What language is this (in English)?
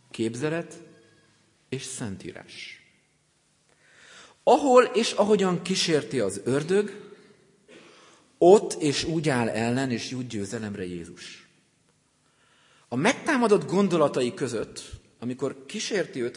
Hungarian